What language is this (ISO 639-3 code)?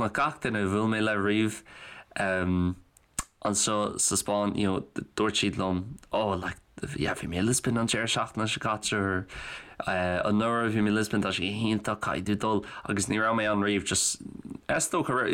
gle